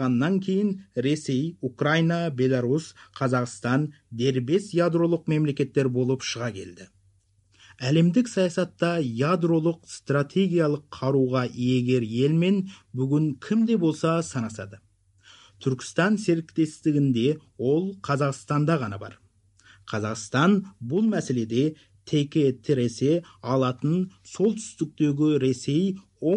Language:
Kazakh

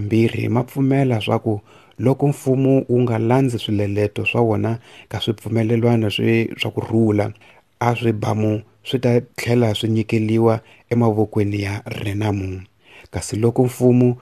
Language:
Tsonga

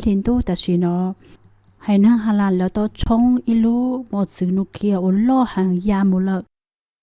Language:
Hmong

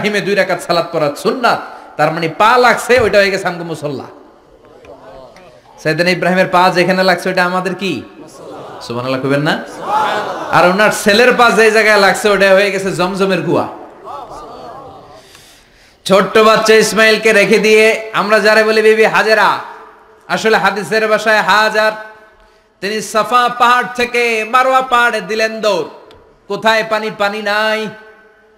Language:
Bangla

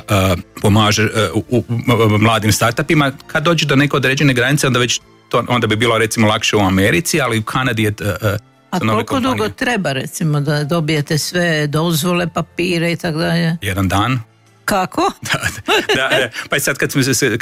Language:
Croatian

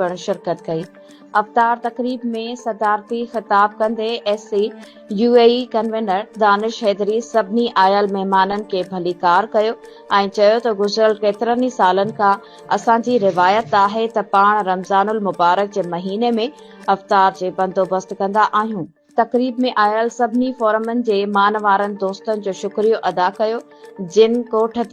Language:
Sindhi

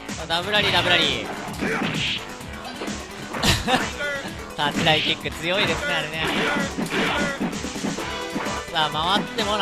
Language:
Japanese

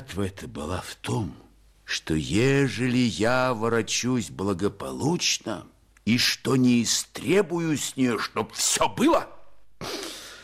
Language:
Russian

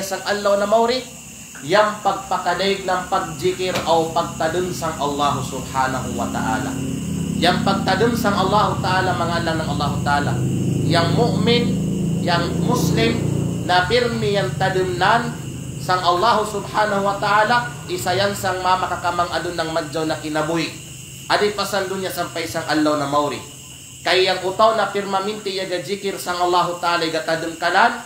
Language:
Kalagan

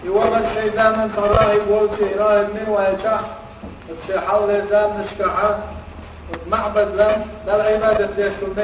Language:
Chechen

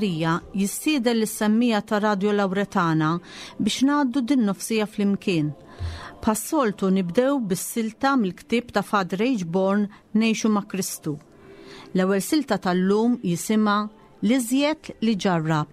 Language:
Maltese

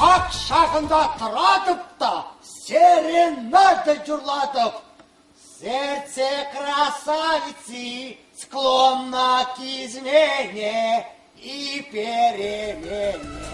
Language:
Chuvash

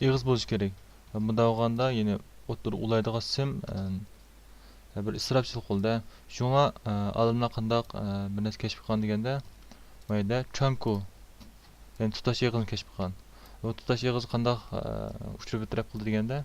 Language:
Uyghur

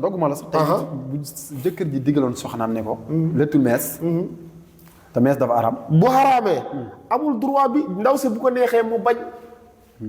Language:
Wolof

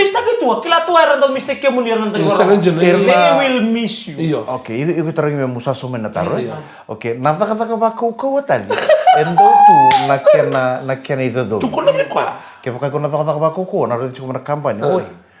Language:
Fijian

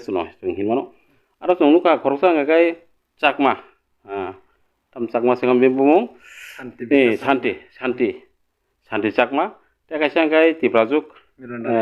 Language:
Kok Borok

